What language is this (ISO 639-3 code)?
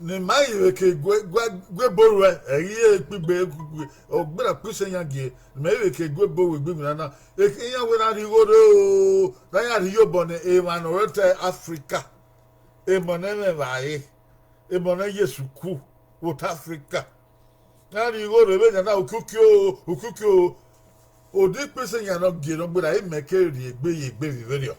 bin